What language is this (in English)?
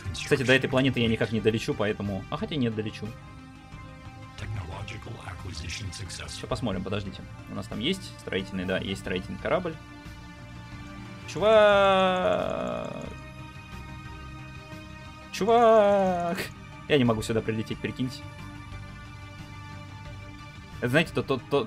Russian